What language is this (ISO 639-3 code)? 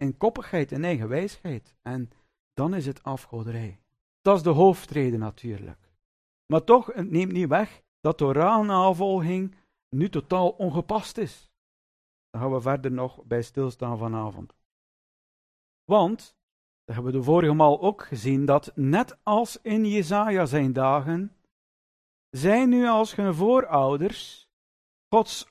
nld